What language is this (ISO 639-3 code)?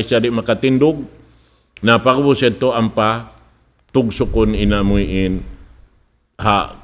tsg